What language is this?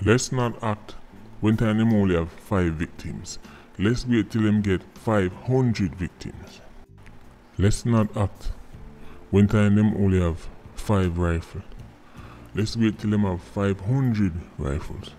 Jamaican Creole English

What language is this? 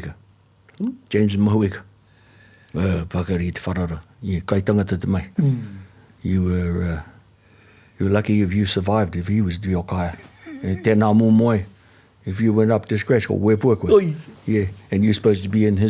Māori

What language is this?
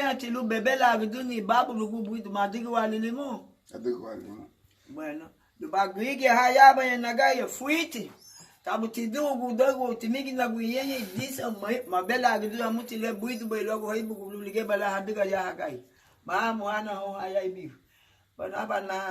Garifuna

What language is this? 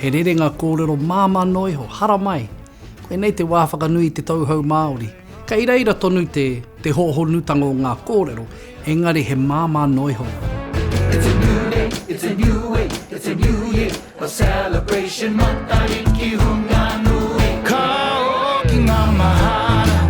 Māori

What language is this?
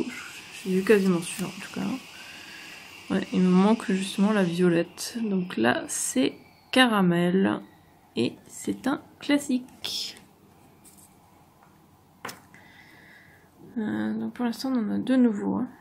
French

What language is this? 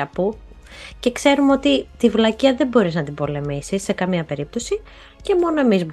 Greek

